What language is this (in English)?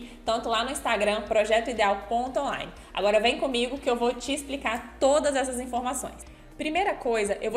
Portuguese